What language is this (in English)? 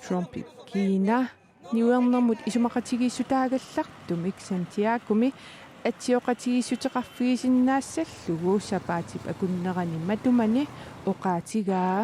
Kalaallisut